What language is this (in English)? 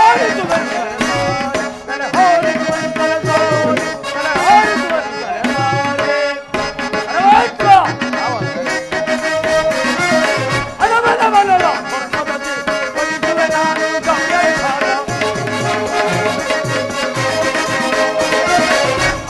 Kannada